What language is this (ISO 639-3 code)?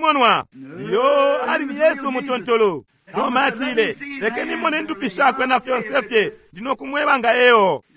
bem